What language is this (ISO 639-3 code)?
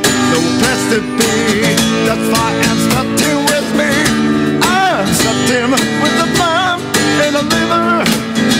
jpn